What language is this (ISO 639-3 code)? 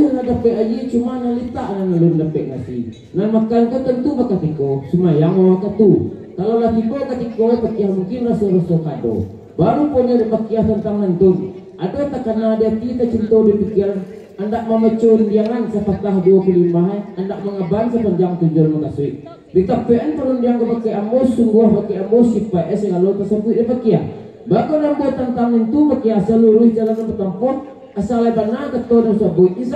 min